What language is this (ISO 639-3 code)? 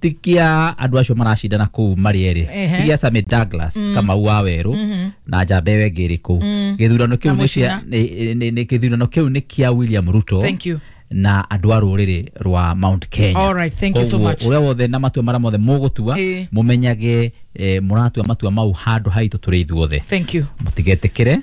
kik